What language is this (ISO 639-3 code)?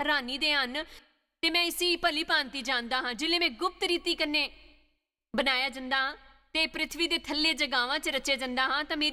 doi